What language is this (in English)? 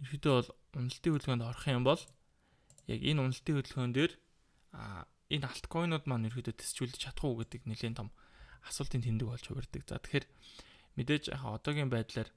Mongolian